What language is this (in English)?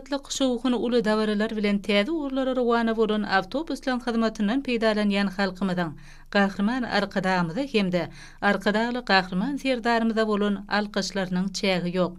Turkmen